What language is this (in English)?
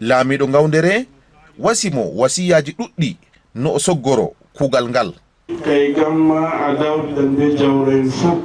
Fula